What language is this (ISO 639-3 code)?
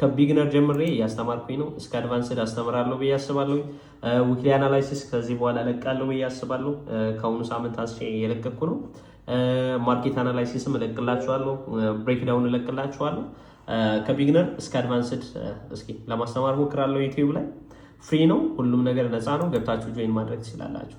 amh